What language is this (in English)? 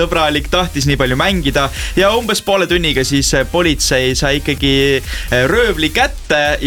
Estonian